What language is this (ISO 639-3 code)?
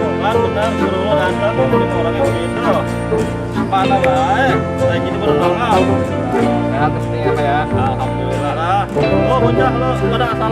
bew